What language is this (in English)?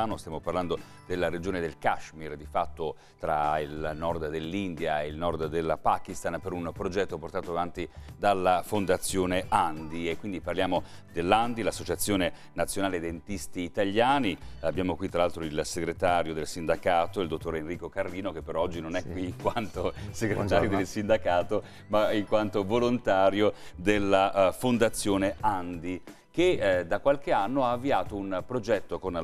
Italian